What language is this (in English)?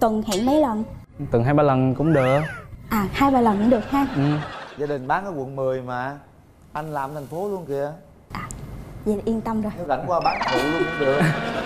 Vietnamese